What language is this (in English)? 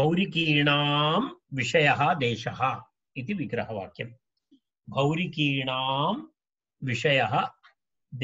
Sanskrit